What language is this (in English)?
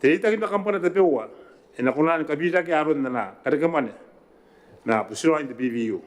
Gilbertese